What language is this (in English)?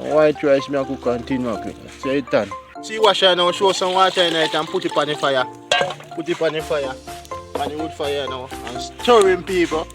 Jamaican Creole English